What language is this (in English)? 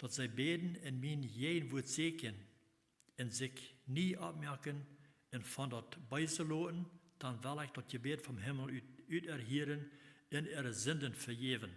Plautdietsch